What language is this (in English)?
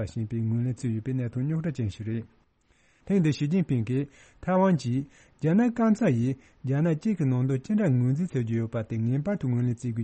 Tibetan